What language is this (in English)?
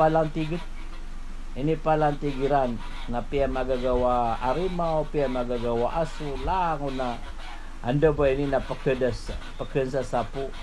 Maranao